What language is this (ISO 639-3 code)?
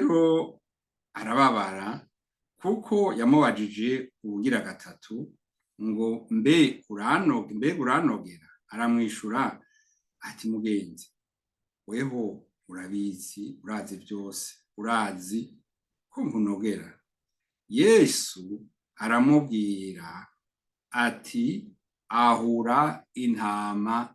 run